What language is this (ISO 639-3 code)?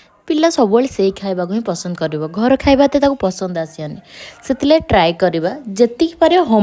ori